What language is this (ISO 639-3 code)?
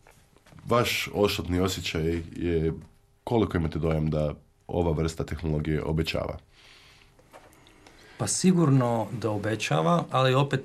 hrv